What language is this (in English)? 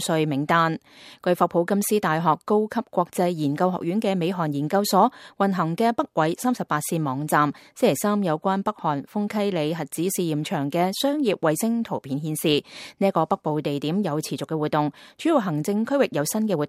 Cantonese